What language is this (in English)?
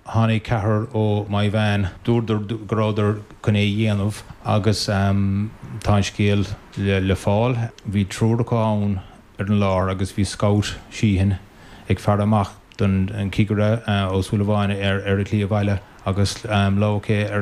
Irish